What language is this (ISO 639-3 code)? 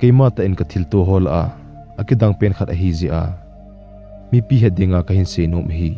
tcz